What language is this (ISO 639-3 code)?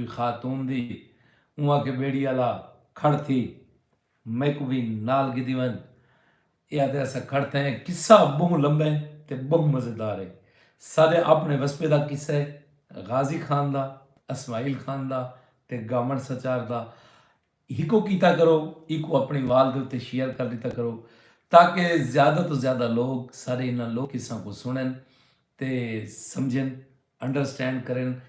skr